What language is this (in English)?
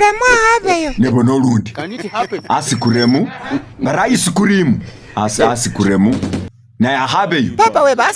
Masaaba